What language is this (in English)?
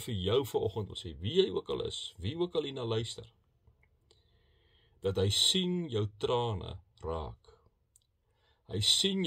Afrikaans